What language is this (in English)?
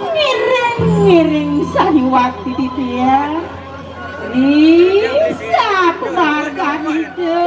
Balinese